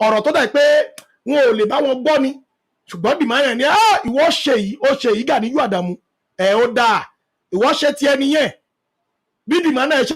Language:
Yoruba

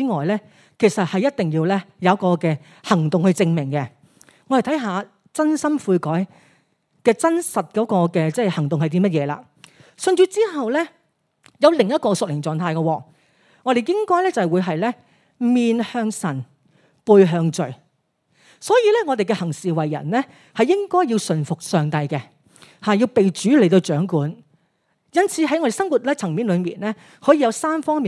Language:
Cantonese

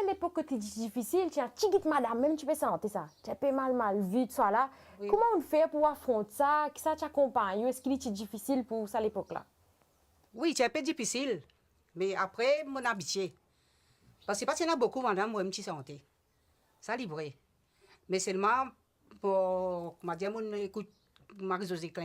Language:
Morisyen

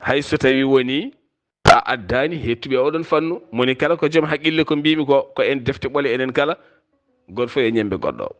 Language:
Fula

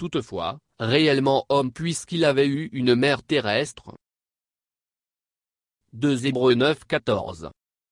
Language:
French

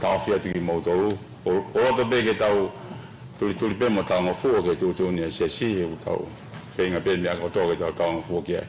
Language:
Tongan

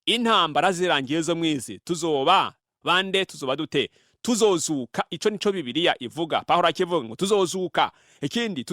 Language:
Rundi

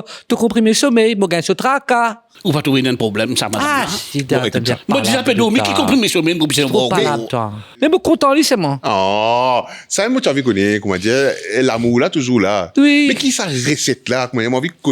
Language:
Morisyen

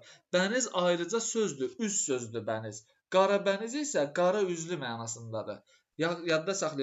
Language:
Azerbaijani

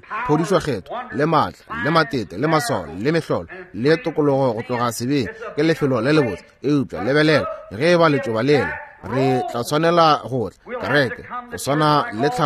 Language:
Northern Sotho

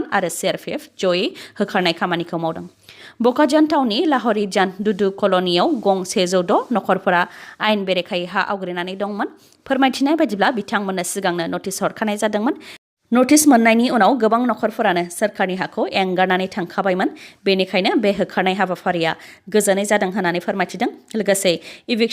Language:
Bodo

